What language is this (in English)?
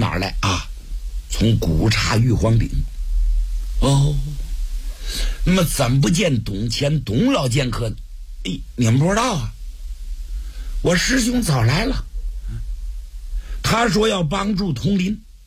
Chinese